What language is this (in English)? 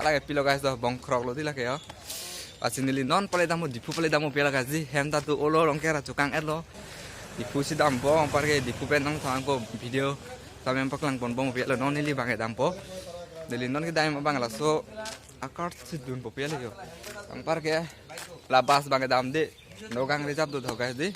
Karbi